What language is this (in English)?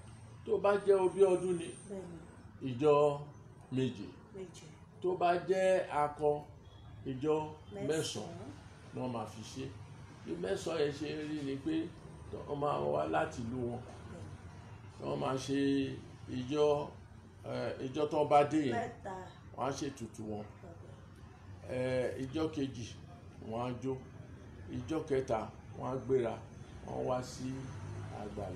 Yoruba